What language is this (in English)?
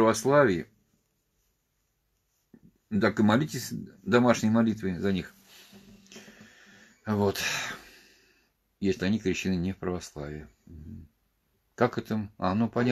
Russian